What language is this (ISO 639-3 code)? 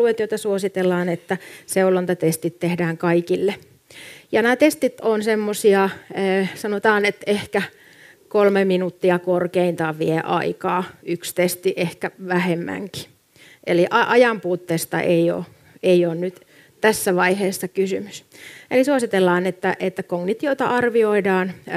fin